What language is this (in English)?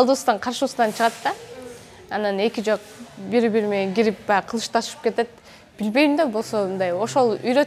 Kyrgyz